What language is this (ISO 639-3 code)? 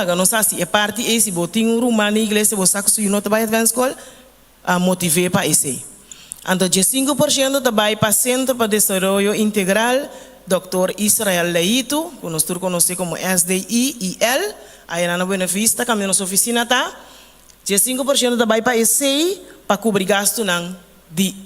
pap